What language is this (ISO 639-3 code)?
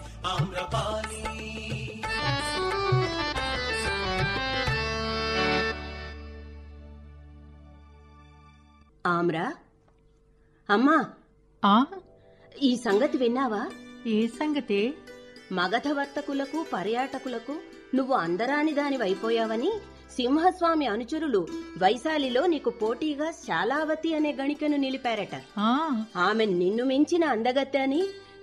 tel